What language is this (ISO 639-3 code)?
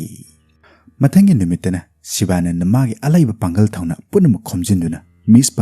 mni